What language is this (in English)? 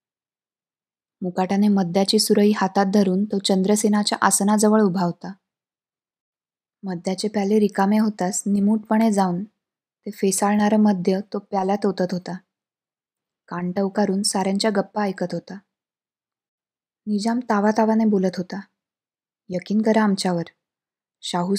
Marathi